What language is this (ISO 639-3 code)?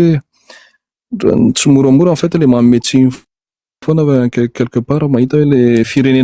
mlg